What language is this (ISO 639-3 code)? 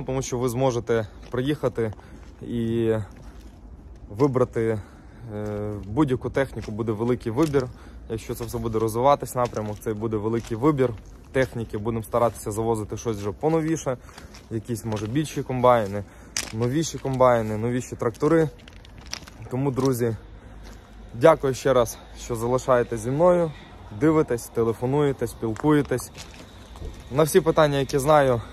ukr